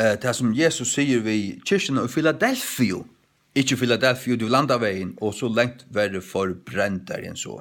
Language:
Faroese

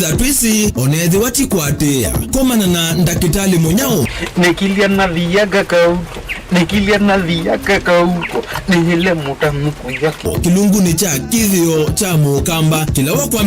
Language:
Kamba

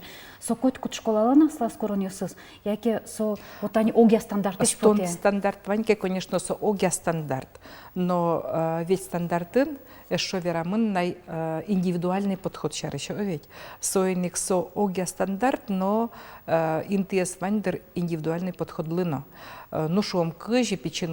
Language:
Udmurt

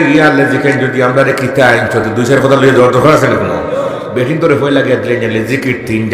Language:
Sylheti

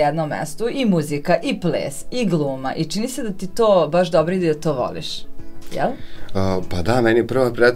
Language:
Serbian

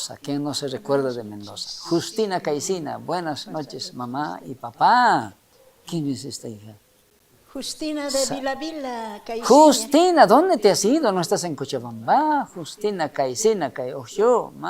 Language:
South Bolivian Quechua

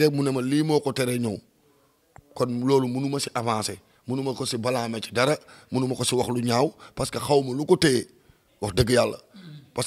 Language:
Wolof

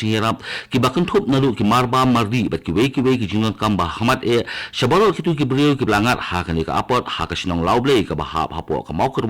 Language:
Khasi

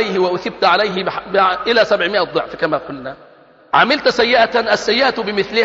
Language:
Arabic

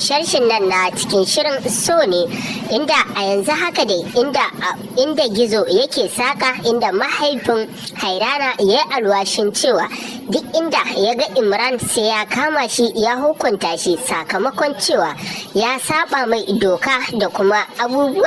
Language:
Hausa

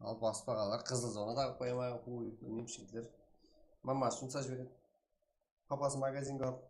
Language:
Kara-Kalpak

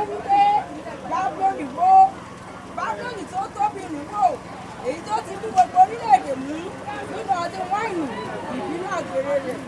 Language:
Yoruba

